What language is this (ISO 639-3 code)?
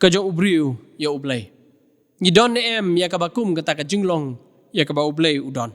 kha